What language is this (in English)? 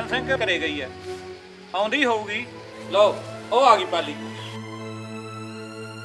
Punjabi